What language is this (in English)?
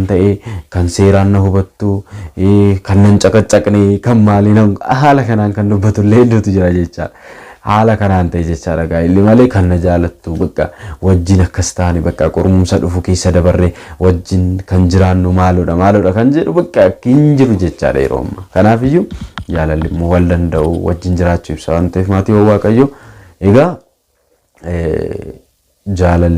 Oromo